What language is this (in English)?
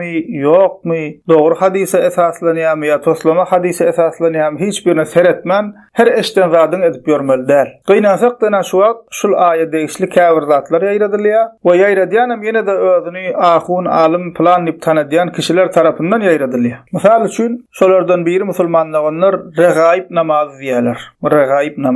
Turkmen